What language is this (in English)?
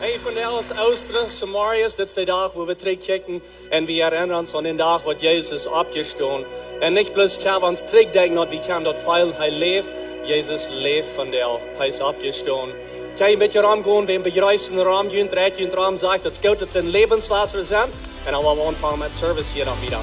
Plautdietsch